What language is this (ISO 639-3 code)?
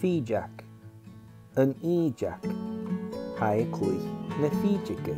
gla